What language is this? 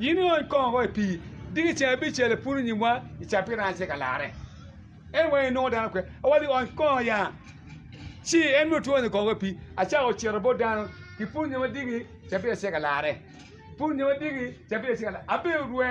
Acoli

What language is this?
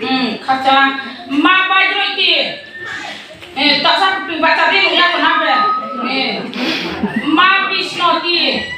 Riang (India)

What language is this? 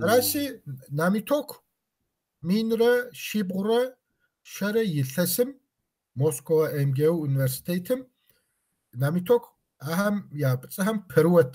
Kabardian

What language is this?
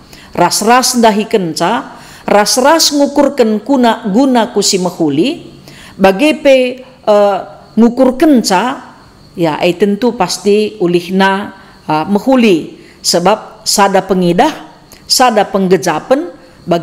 Batak Karo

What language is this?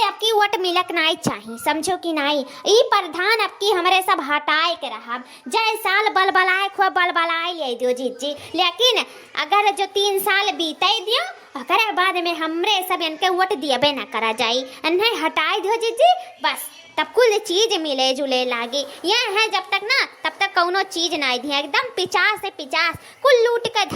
Awadhi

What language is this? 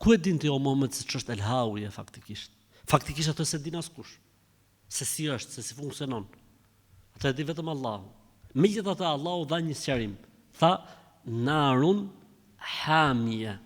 Albanian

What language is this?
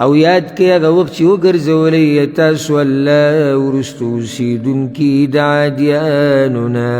Pashto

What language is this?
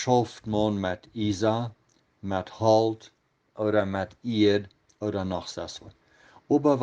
Plautdietsch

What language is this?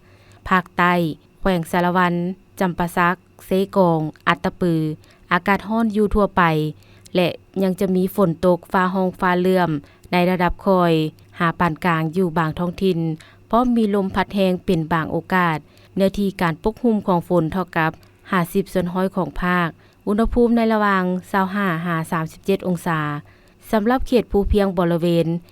Lao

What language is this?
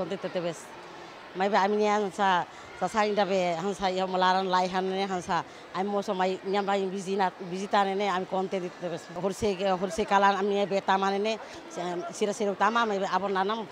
Tetum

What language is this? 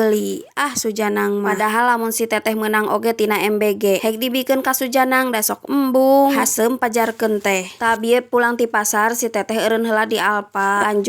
Sundanese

